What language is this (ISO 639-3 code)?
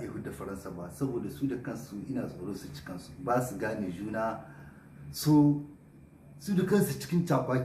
hau